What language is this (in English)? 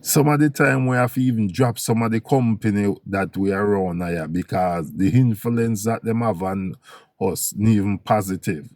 Jamaican Creole English